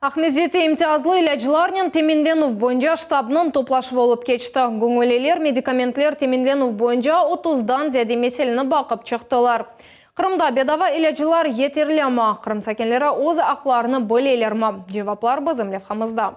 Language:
Crimean Tatar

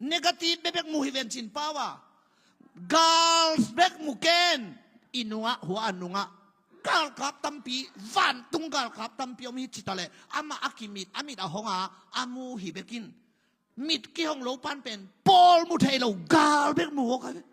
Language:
Tedim Chin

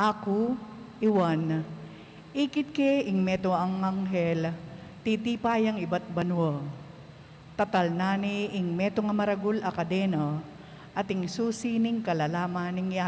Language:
Pampanga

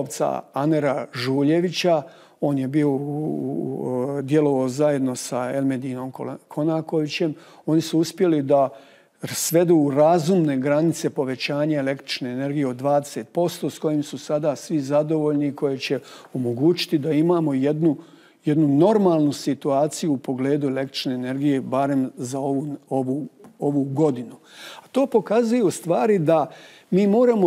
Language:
Bosnian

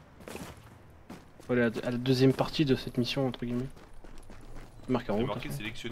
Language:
French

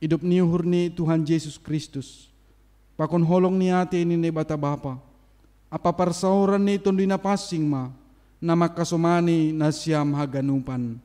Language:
Batak Simalungun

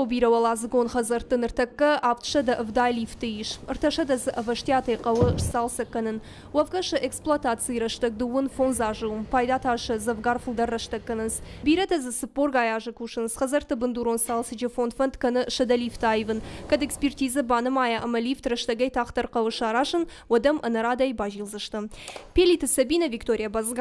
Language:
Ossetic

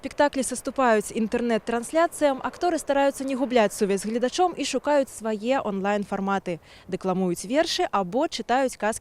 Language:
Belarusian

